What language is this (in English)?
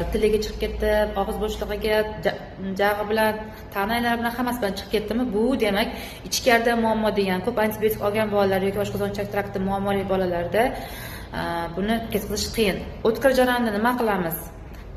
Uzbek